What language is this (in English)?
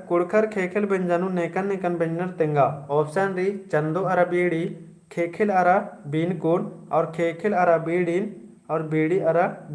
Kurukh